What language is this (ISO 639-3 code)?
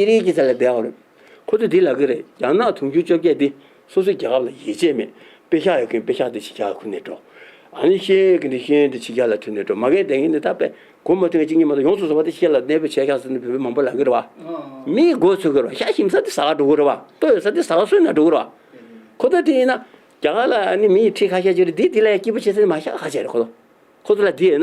bod